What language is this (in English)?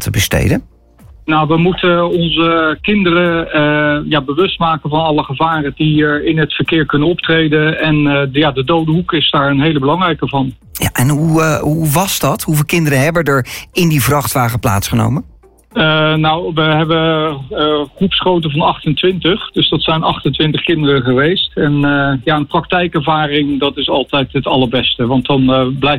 Dutch